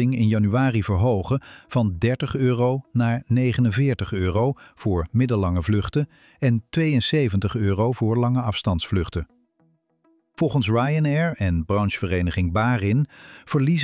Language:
Dutch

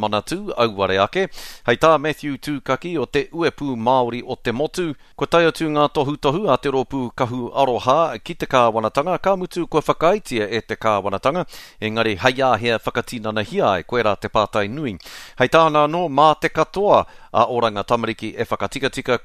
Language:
Māori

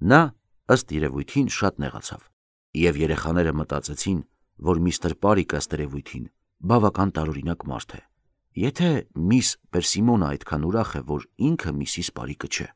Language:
Armenian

